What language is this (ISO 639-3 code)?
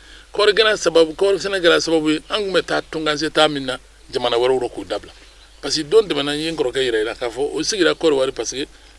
bam